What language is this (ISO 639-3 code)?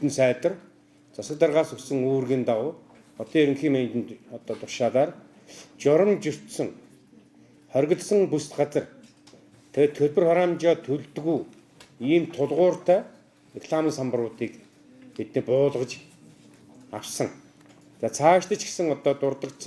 mon